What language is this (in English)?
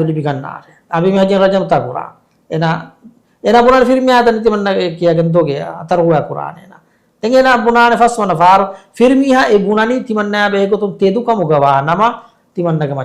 Divehi